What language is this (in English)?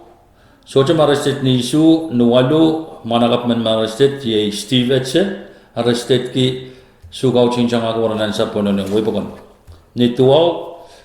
Pohnpeian